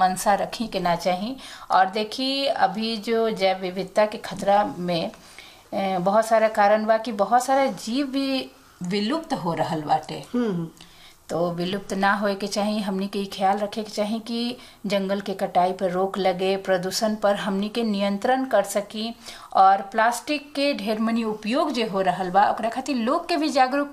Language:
Bhojpuri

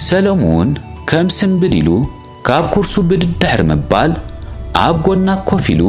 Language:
Tigrinya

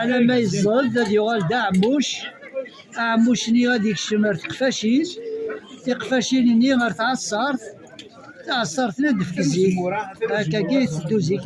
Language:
Kabyle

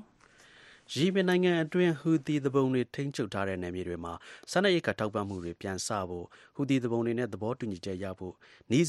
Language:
Burmese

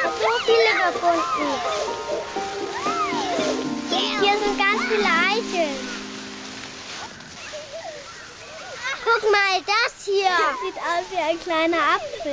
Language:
German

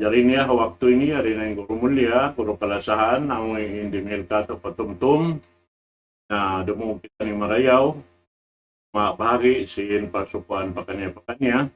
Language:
Tausug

